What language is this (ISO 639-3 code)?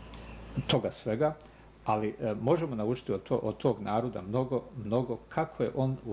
bos